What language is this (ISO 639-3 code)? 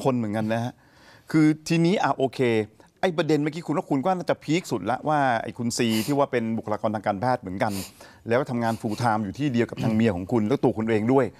tha